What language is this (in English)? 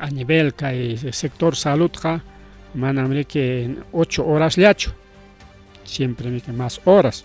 Ayacucho Quechua